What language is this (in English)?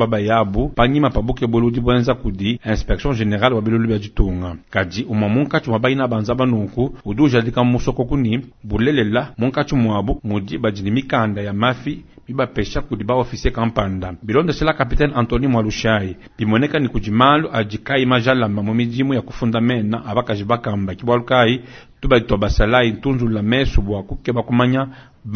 Luba-Lulua